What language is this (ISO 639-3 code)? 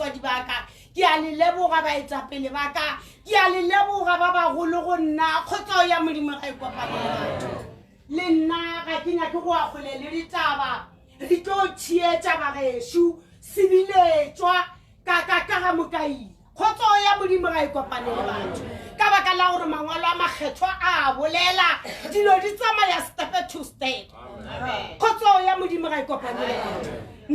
nso